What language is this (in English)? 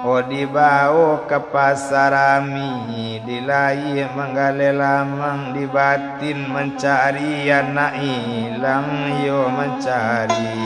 Minangkabau